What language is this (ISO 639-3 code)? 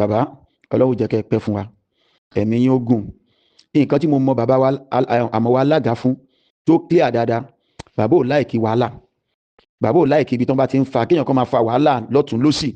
yor